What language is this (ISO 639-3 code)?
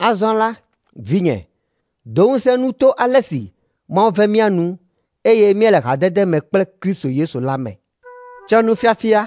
ewe